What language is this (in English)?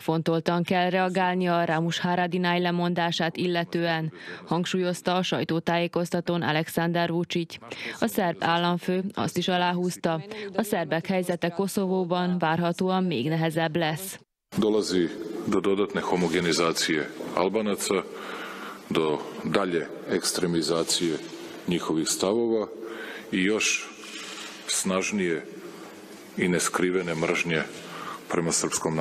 Hungarian